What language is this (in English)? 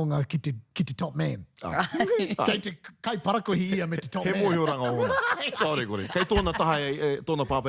Māori